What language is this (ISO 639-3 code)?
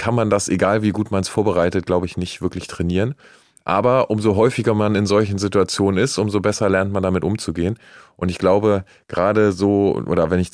deu